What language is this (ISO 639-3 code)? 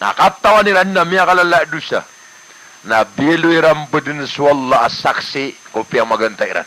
mrw